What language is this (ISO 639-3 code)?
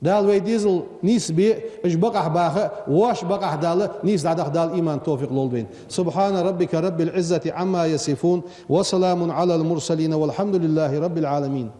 inh